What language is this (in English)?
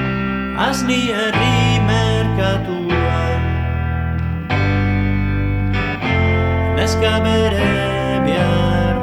Basque